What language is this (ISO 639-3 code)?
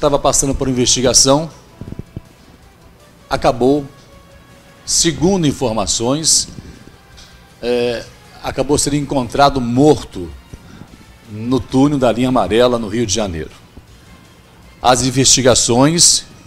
por